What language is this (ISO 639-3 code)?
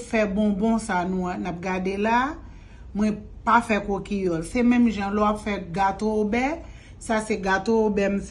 hat